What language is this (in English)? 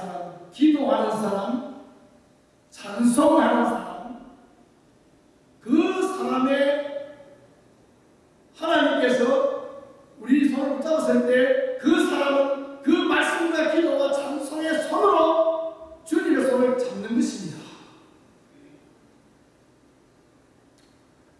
Korean